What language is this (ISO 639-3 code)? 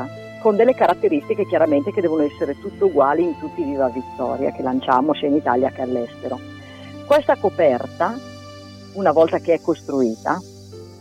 ita